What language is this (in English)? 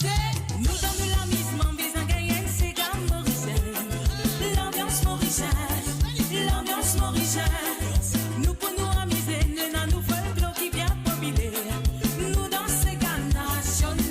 Morisyen